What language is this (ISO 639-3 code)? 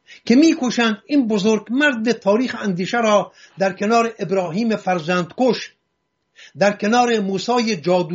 fas